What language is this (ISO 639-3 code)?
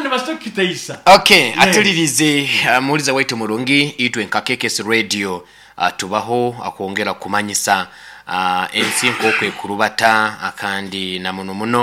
nyo